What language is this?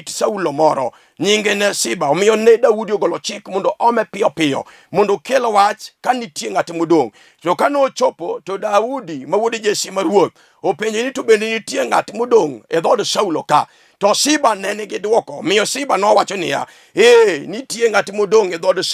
Luo (Kenya and Tanzania)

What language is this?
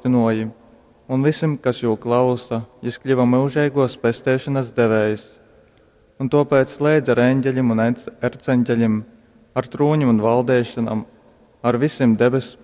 Latgalian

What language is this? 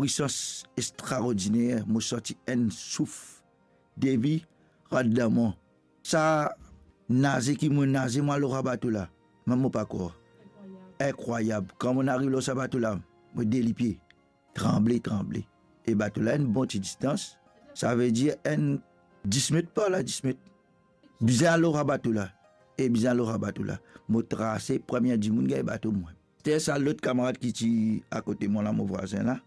Morisyen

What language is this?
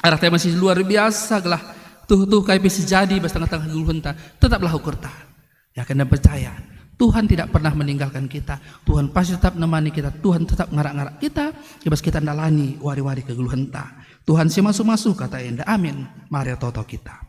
Batak Karo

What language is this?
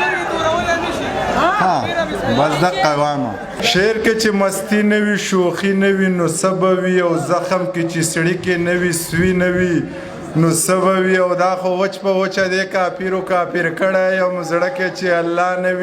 Pashto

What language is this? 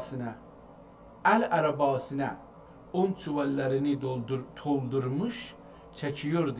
South Azerbaijani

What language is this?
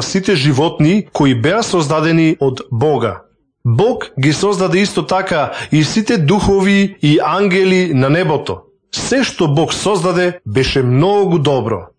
Macedonian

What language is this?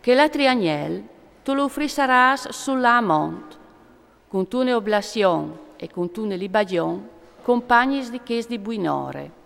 Friulian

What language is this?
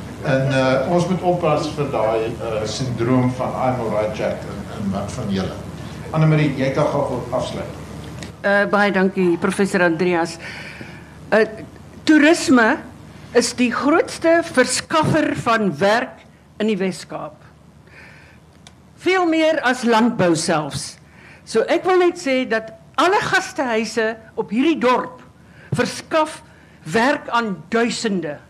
Afrikaans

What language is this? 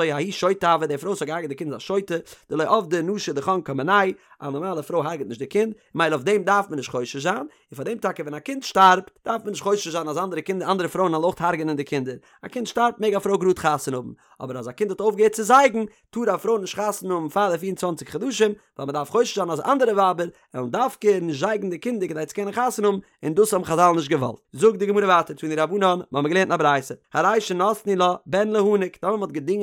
Yiddish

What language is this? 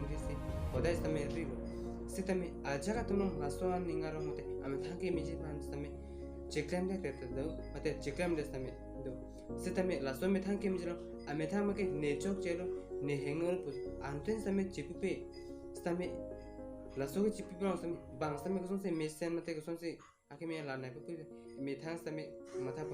Karbi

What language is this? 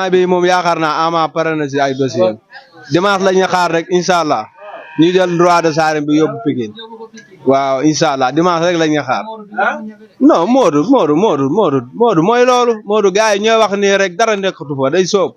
Wolof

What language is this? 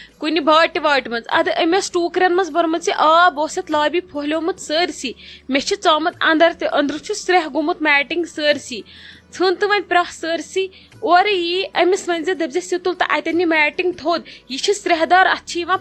Kashmiri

